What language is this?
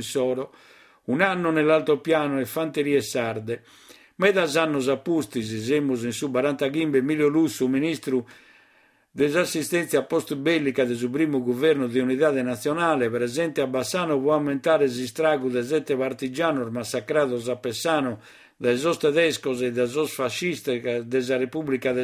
Sardinian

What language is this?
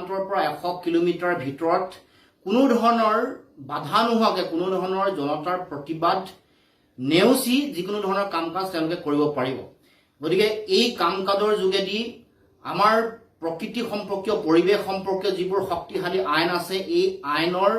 Assamese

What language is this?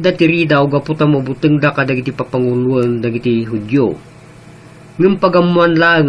Iloko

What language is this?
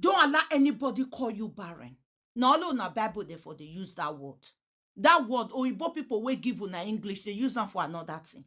Nigerian Pidgin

